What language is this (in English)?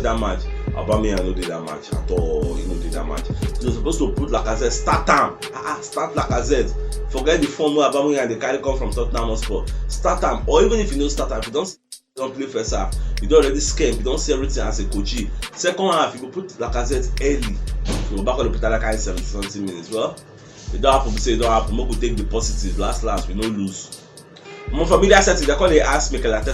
Nigerian Pidgin